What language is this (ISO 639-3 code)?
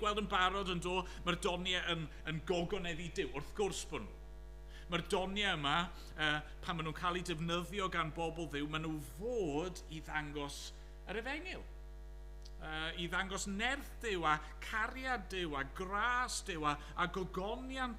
cym